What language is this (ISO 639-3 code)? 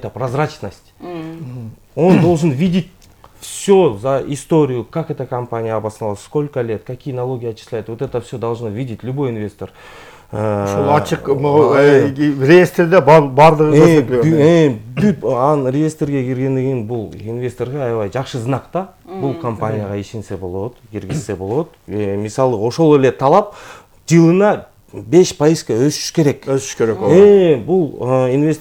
kir